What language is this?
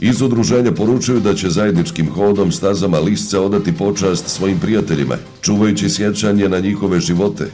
Bosnian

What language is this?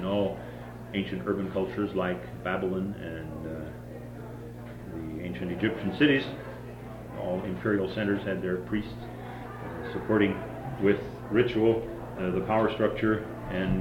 English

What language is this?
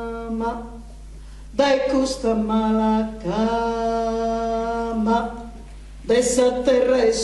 Sardinian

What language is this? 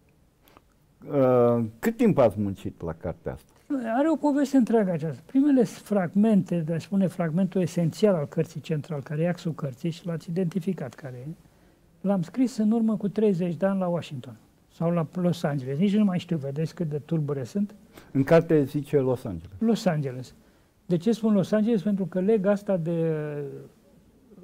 Romanian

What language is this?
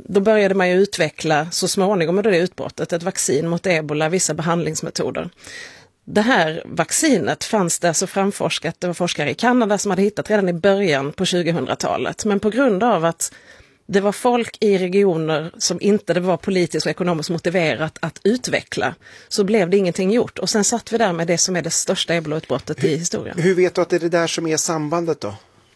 Swedish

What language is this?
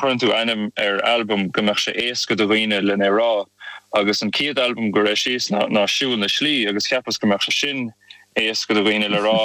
Irish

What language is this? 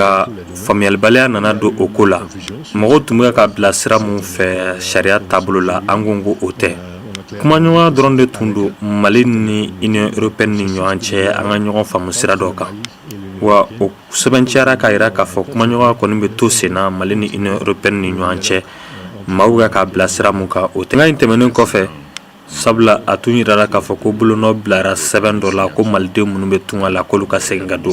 Bambara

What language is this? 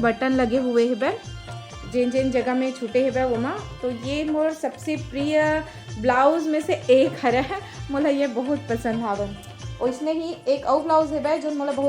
Chhattisgarhi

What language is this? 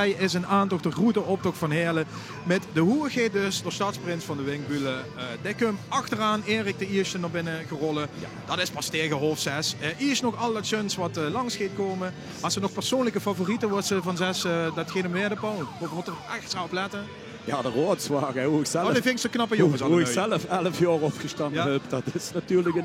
Limburgish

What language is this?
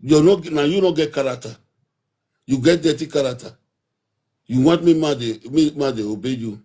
Nigerian Pidgin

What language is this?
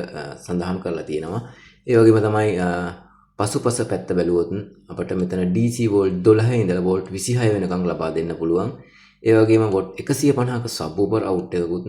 Sinhala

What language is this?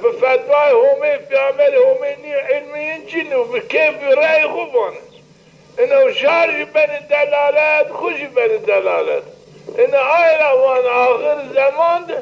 Zaza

